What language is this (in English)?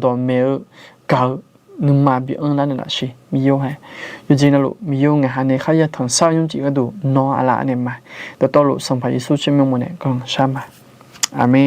Akha